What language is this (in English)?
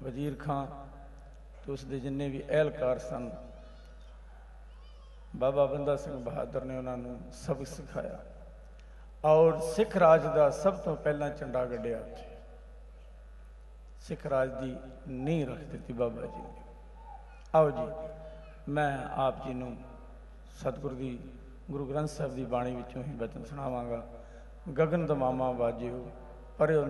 Punjabi